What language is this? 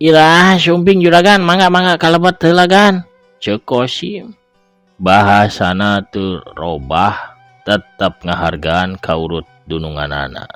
Sundanese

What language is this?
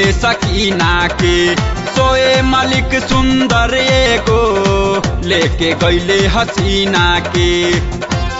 Bhojpuri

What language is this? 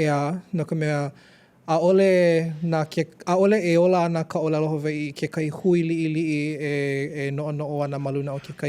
Hawaiian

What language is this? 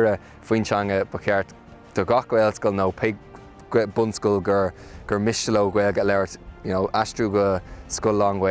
Irish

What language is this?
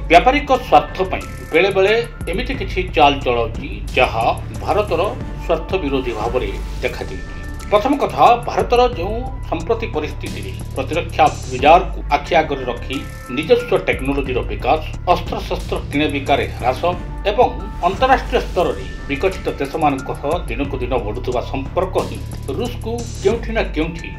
Odia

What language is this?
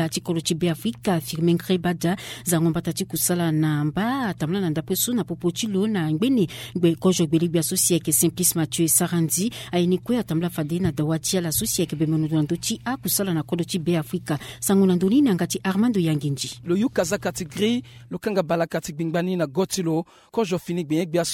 Sango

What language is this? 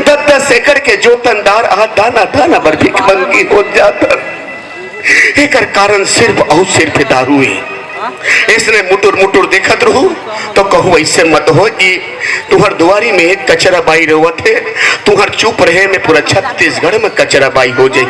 Chhattisgarhi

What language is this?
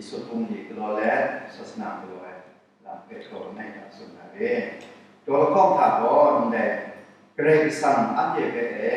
Kachin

